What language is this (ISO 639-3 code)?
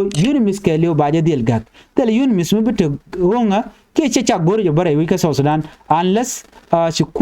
nus